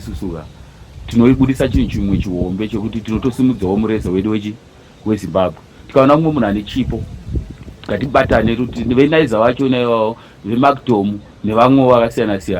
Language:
Shona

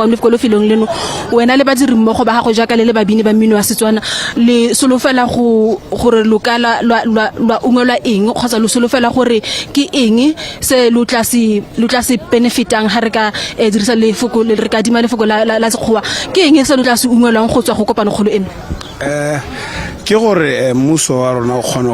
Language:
Tswana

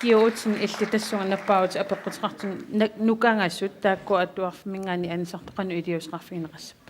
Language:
Kalaallisut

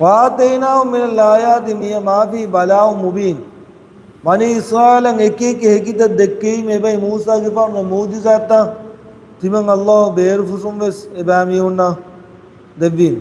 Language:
Divehi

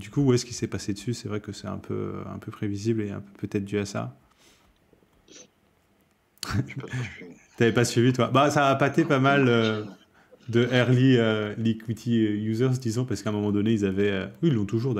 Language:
French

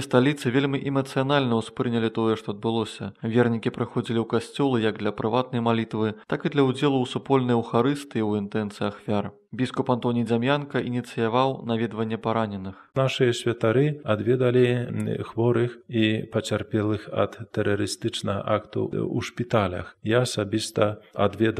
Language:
Belarusian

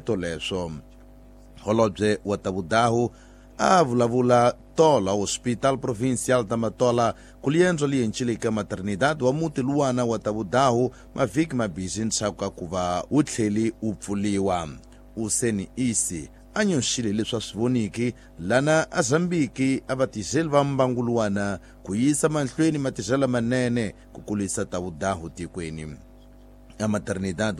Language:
Tsonga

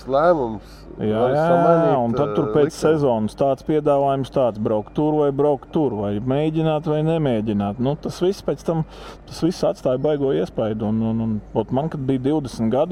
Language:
Latvian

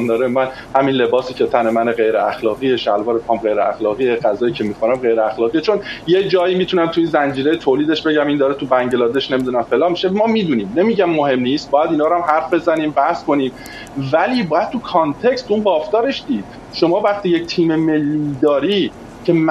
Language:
Persian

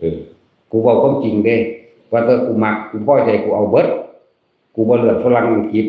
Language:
Northeastern Thai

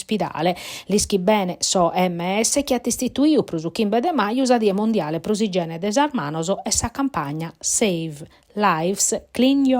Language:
Sardinian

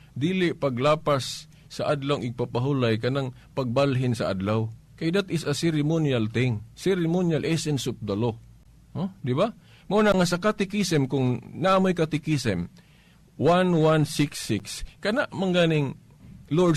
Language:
Cebuano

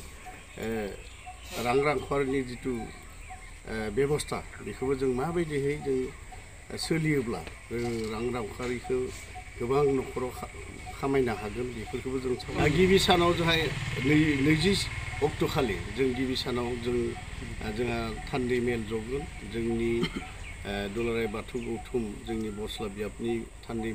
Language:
Bodo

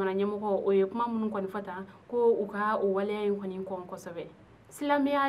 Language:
Bambara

